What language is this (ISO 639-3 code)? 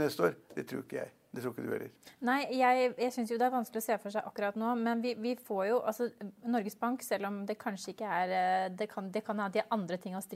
nor